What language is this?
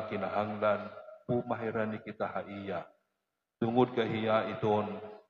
Waray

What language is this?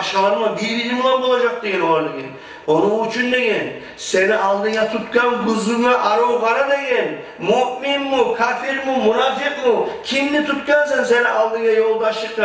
Kumyk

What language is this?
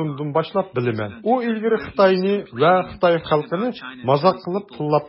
Uyghur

